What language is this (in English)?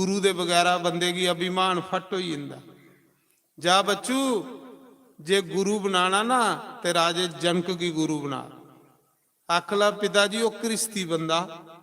Dogri